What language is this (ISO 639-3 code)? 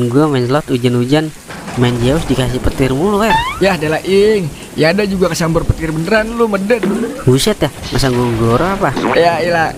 bew